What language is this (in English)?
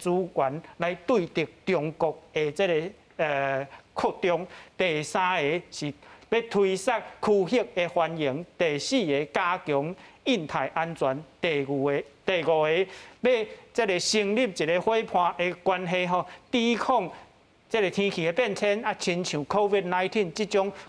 Min Nan Chinese